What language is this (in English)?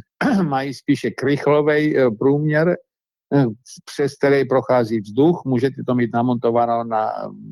Czech